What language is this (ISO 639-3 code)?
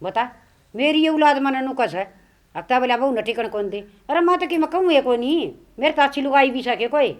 bgc